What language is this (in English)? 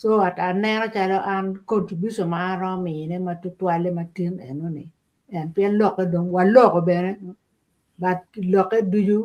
Acoli